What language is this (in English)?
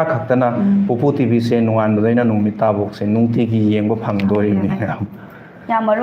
Manipuri